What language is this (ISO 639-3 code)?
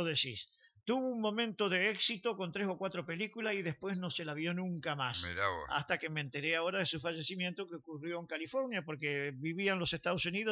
spa